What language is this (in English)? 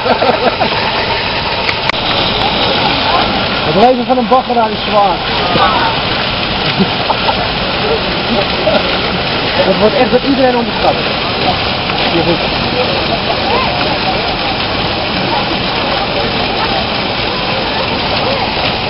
Dutch